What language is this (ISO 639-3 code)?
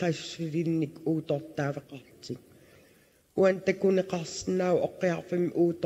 kal